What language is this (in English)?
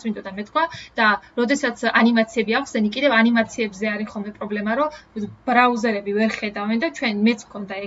Georgian